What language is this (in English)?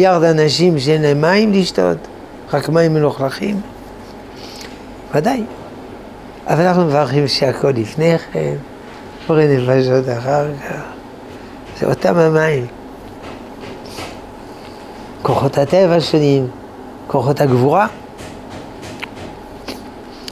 Hebrew